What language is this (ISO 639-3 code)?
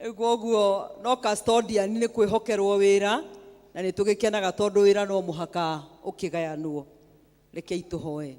kik